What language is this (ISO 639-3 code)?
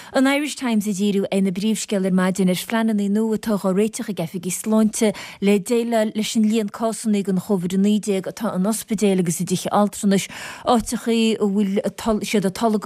gle